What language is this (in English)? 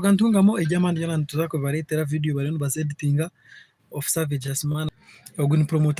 Nyankole